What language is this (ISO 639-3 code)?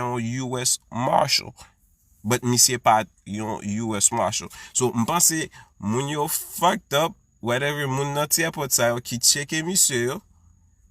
hat